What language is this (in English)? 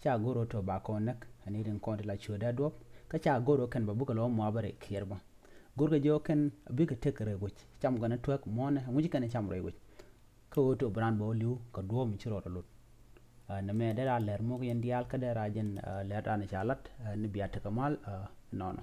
Nuer